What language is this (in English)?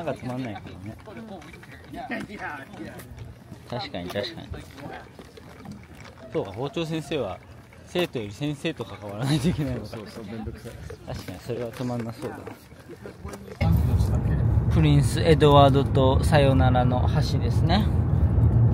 Japanese